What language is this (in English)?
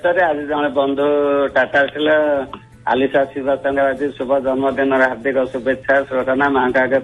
Odia